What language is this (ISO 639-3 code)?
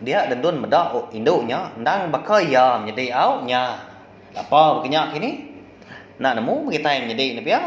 iba